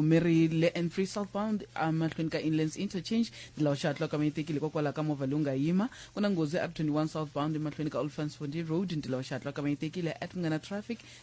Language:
Tsonga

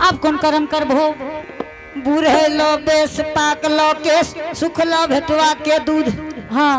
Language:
Angika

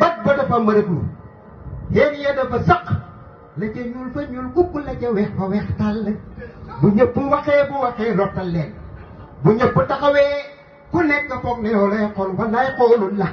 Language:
Wolof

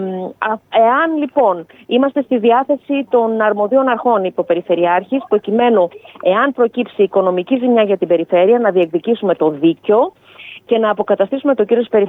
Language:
Greek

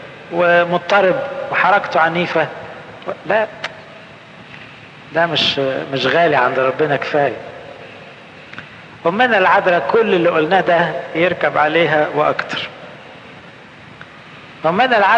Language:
Egyptian Arabic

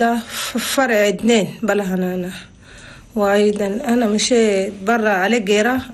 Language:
Chadian Arabic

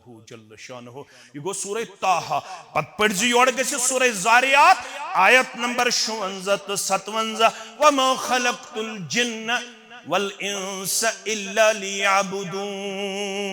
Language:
Kashmiri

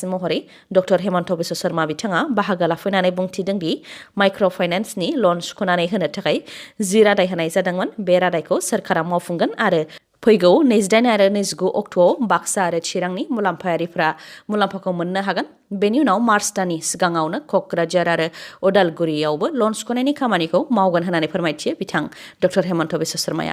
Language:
Bodo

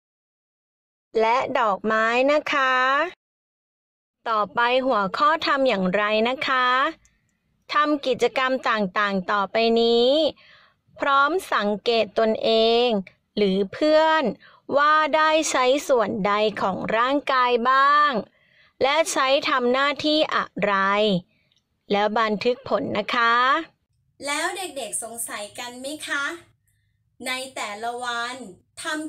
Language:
Thai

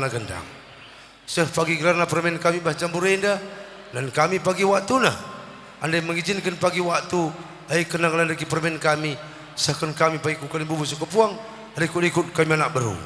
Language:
Batak Karo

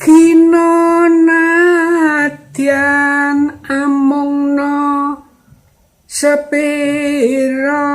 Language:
Javanese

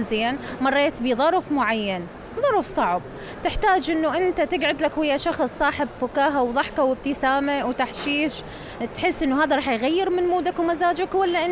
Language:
Mesopotamian Arabic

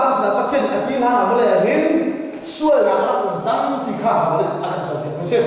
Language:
Hakha Chin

